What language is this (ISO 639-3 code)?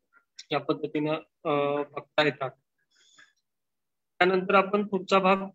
mar